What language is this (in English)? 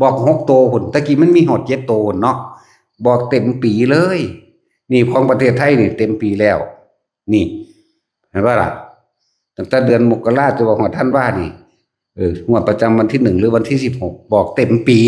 Northeastern Thai